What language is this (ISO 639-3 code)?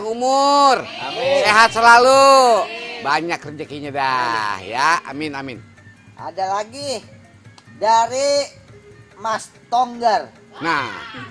bew